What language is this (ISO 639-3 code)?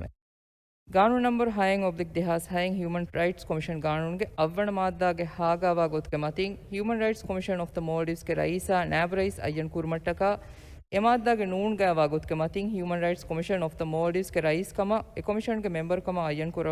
div